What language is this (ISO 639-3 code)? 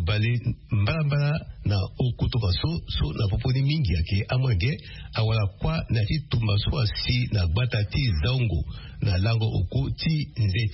sag